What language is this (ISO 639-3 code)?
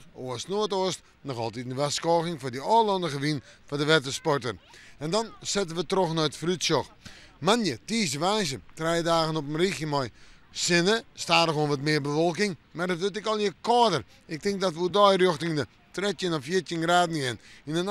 fry